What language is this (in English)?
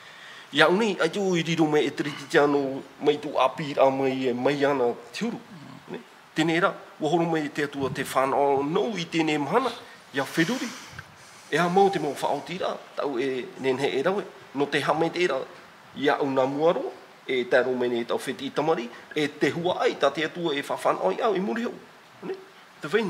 Tahitian